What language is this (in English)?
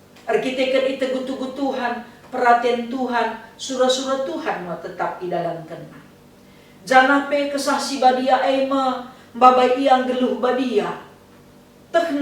Batak Karo